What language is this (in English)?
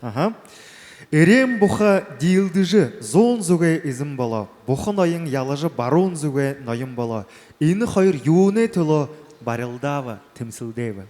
Buriat